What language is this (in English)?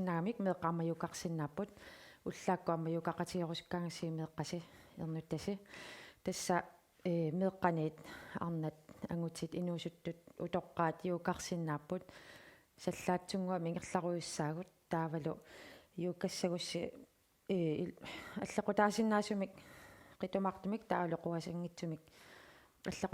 Kalaallisut